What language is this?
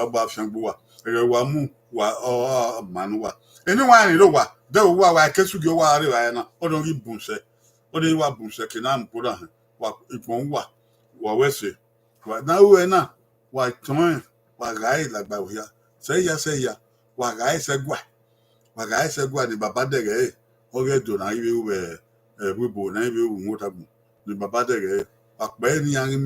Bini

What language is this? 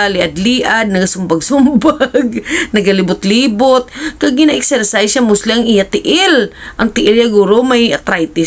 Hiligaynon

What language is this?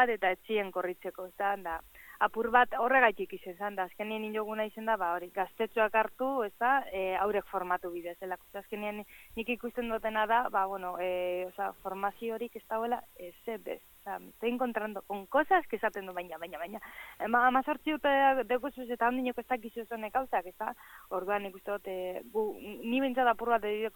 Basque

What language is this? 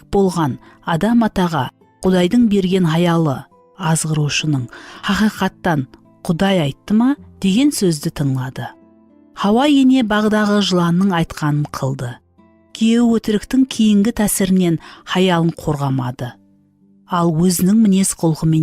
Kara-Kalpak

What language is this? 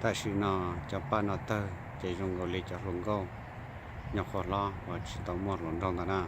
Hmong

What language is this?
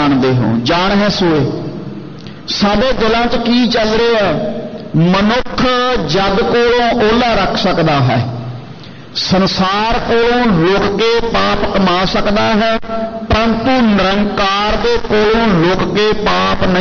Punjabi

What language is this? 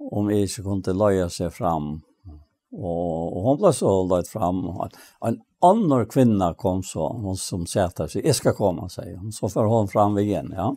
Faroese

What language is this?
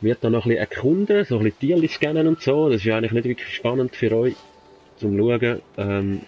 Swiss German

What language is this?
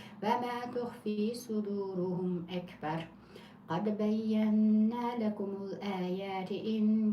Uyghur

